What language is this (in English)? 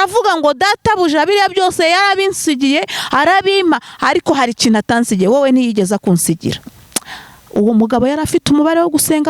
Kinyarwanda